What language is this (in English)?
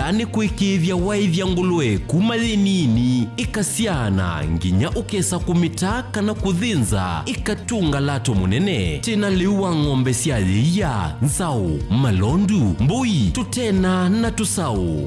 Kamba